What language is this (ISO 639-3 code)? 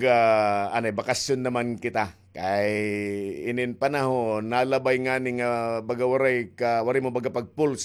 war